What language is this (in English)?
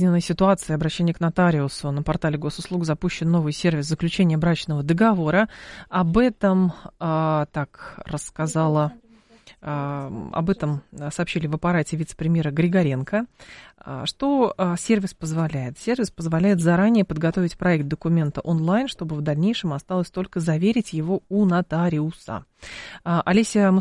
Russian